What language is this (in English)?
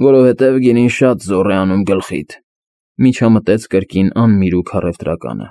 Armenian